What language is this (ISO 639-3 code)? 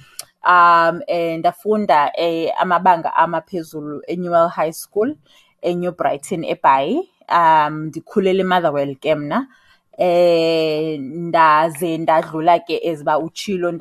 xho